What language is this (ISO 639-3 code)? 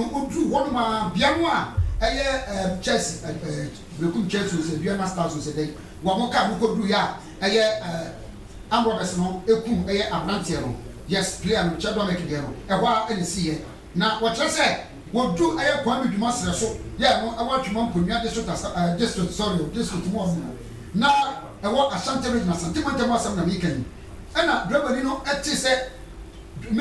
aka